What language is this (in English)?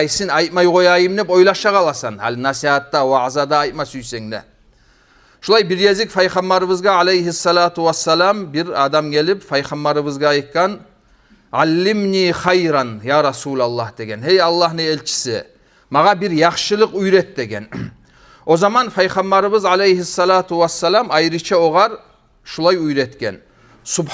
Kumyk